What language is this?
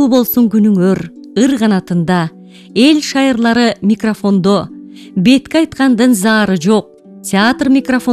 Kyrgyz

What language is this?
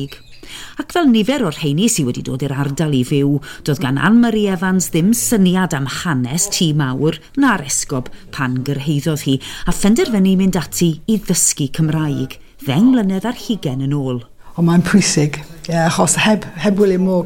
Welsh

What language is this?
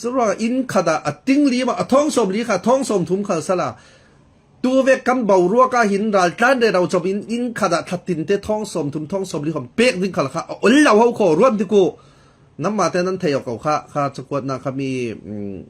Falam Chin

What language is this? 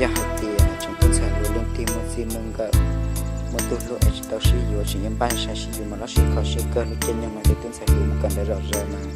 Hmong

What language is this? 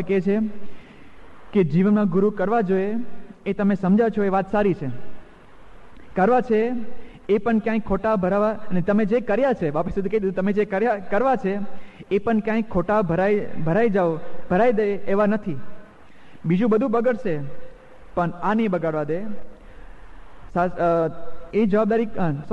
Gujarati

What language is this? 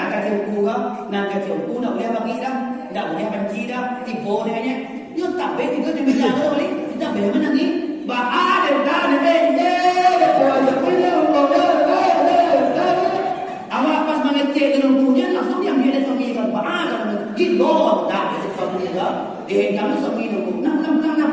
Minangkabau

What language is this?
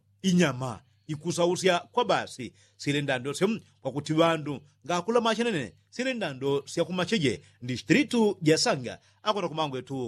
Yao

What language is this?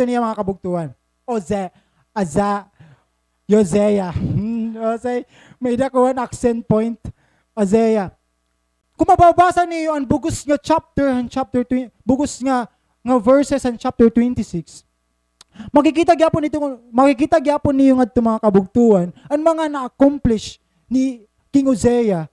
Waray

